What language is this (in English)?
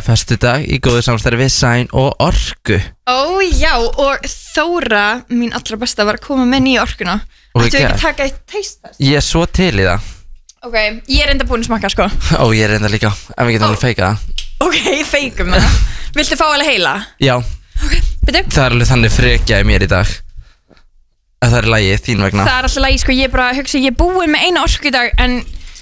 Icelandic